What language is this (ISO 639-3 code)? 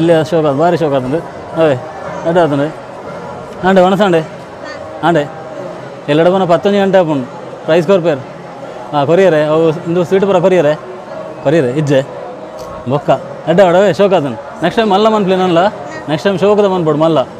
tcy